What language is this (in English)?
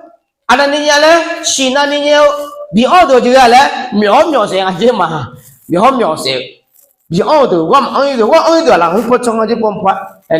Akha